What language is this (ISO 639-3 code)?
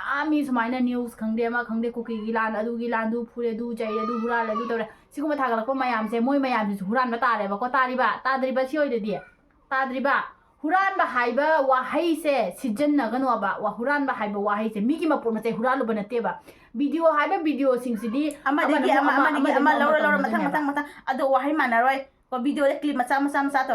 mni